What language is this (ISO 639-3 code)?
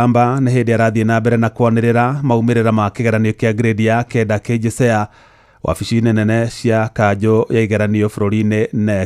kik